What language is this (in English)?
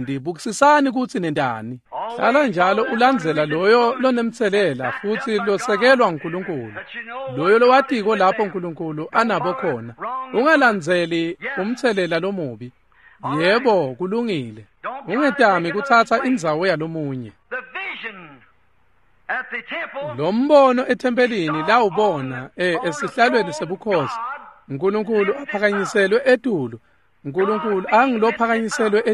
Swati